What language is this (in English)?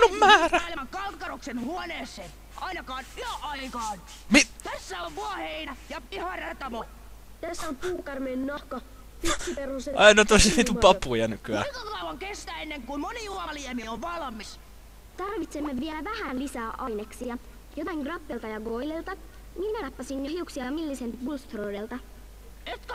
Finnish